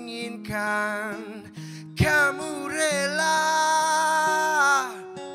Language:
Indonesian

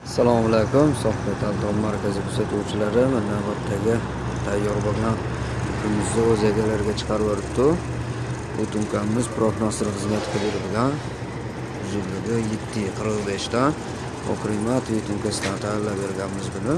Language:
Uzbek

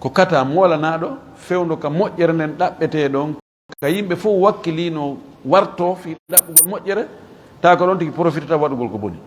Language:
Fula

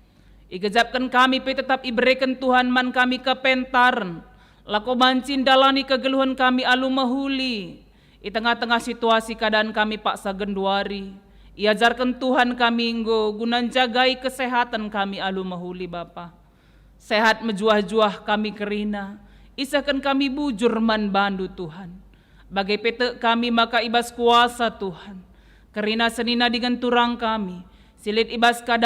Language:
Batak Karo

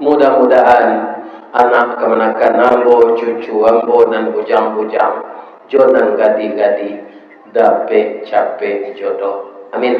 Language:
Minangkabau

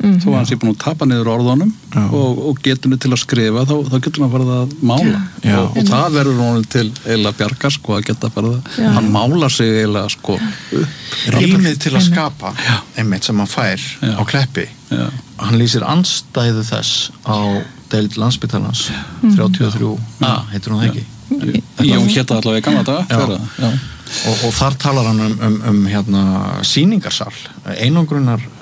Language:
Icelandic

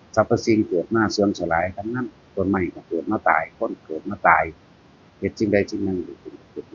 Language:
Northeastern Thai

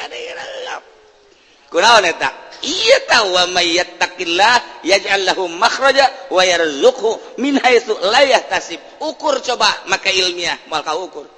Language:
Sundanese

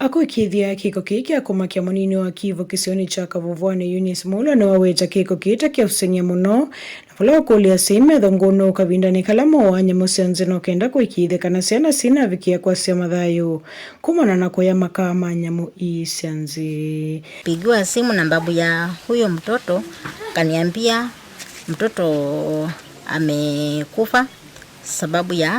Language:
Kamba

